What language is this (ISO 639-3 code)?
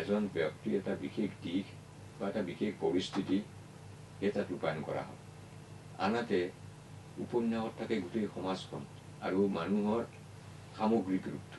asm